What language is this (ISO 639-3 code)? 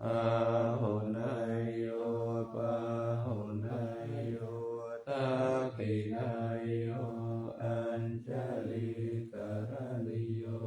pli